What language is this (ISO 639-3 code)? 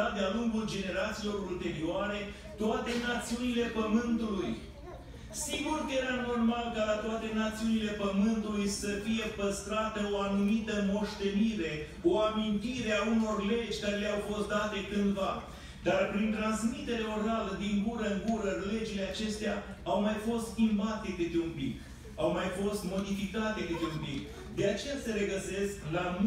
ron